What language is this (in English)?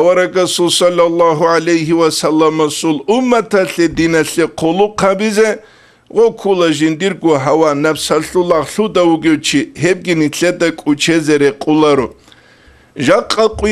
Avaric